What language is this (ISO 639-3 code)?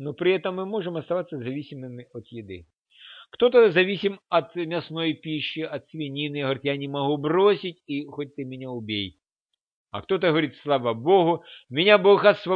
rus